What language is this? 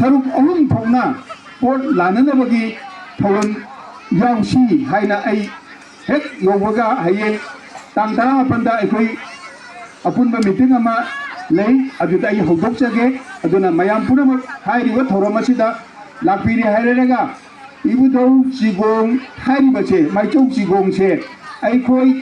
Manipuri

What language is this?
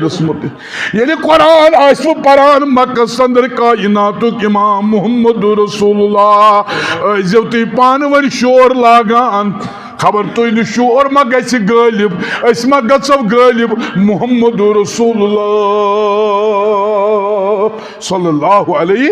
Kashmiri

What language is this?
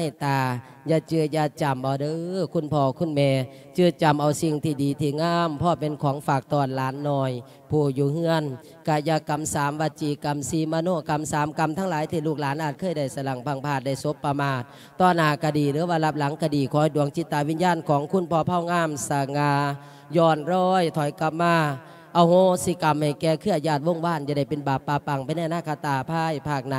Lao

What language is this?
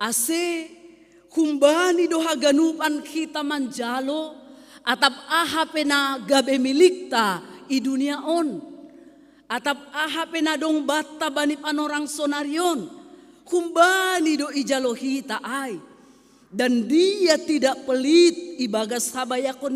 Batak Simalungun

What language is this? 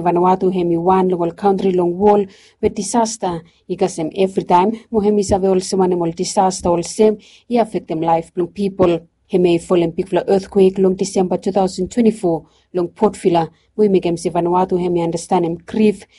Bislama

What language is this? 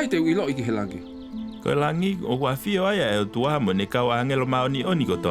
Tongan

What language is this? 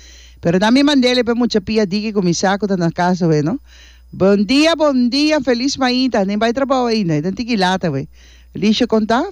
Papiamento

